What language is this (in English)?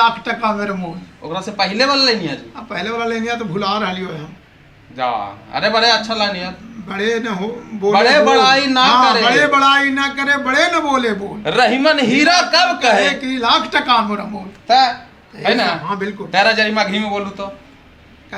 Magahi